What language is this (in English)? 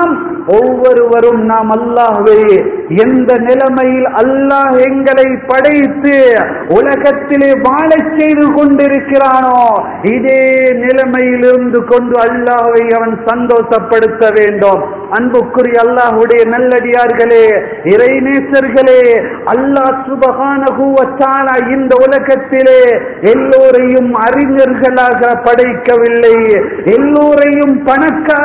Tamil